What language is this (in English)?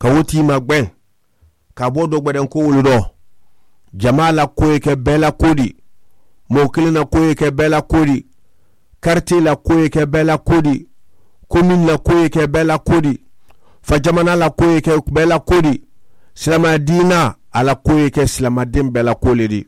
Mandingo